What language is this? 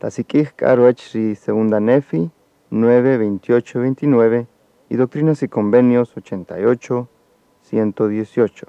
Kaqchikel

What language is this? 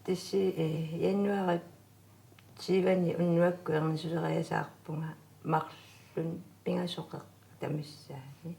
Kalaallisut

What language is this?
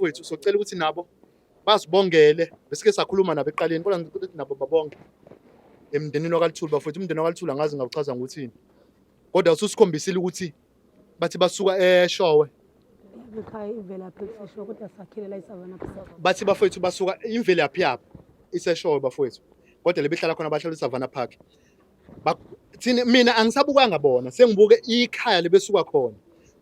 Zulu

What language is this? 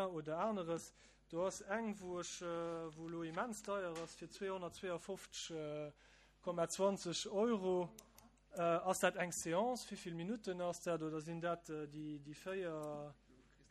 Luxembourgish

